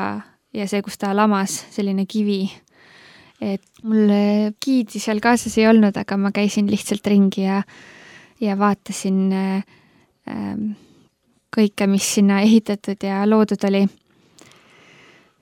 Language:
Estonian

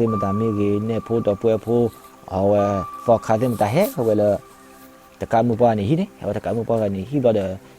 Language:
S'gaw Karen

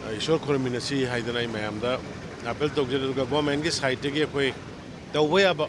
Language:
Manipuri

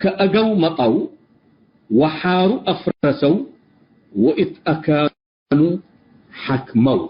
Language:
Tigre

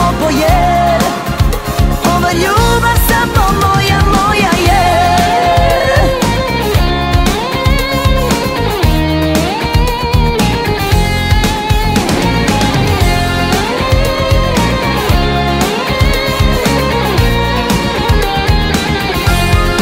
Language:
Serbian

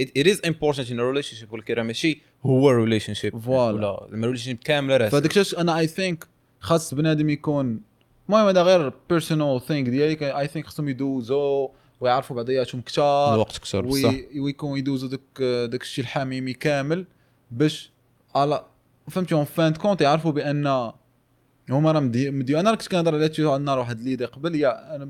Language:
Moroccan Arabic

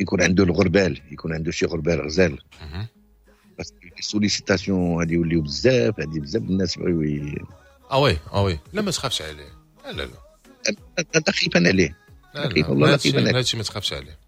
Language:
Moroccan Arabic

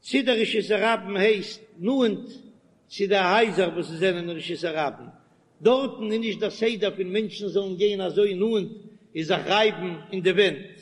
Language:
Yiddish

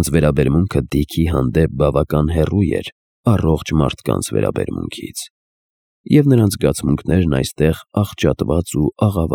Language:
Armenian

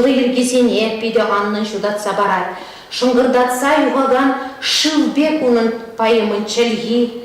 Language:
Chuvash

